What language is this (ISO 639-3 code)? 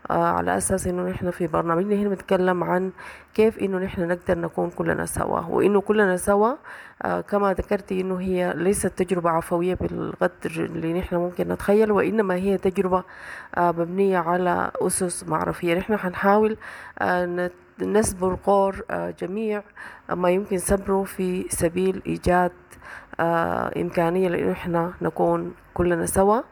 apd